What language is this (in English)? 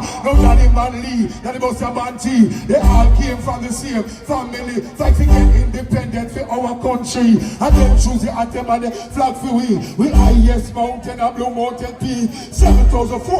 Jamaican Creole English